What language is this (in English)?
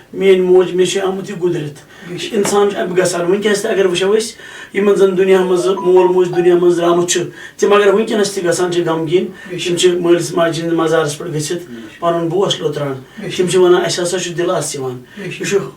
Kashmiri